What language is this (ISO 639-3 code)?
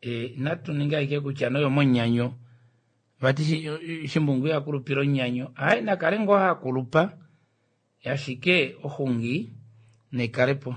kua